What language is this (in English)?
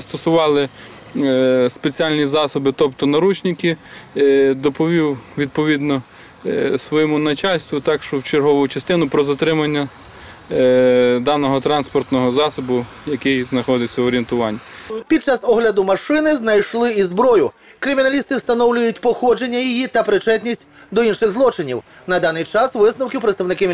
Ukrainian